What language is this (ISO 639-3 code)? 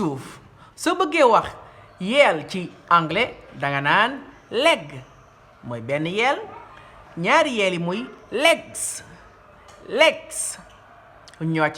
wol